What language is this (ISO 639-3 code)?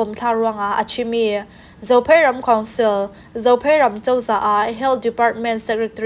cfm